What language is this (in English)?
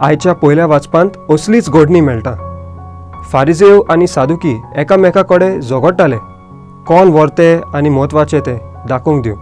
Konkani